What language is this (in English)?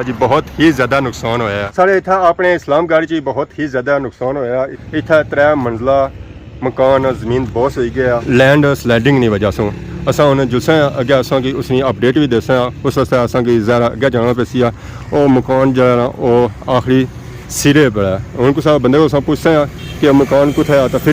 Pahari-Potwari